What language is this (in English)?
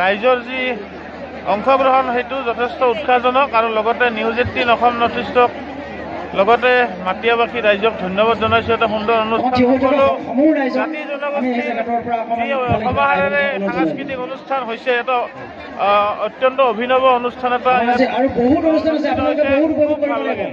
Assamese